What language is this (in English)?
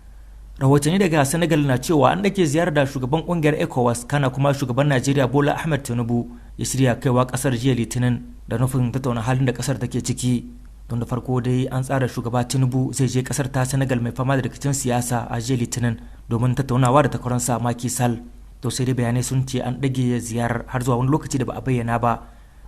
Hausa